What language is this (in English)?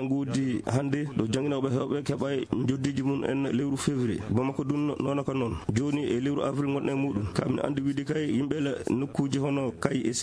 Fula